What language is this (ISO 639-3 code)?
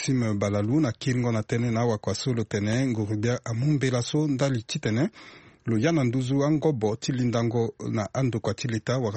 sag